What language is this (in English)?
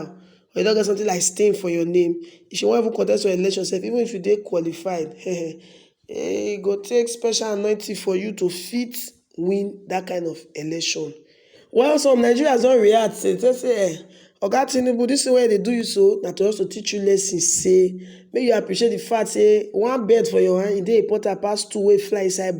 Nigerian Pidgin